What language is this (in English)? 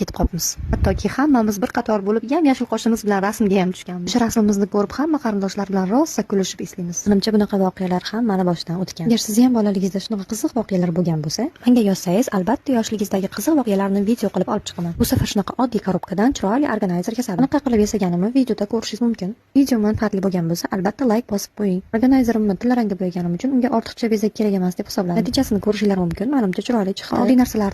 Uzbek